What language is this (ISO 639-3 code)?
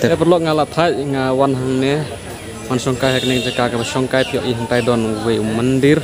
kha